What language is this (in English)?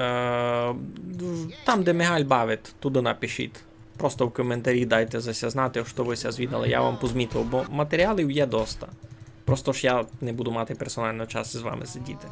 Rusyn